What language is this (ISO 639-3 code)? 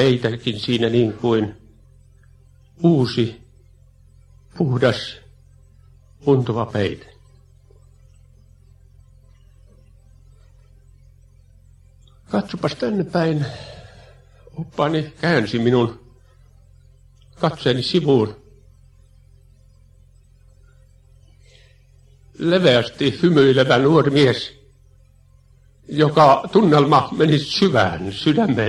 fin